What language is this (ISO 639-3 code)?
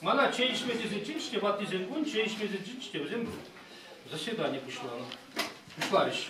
chv